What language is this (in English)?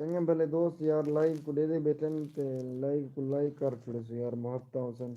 Saraiki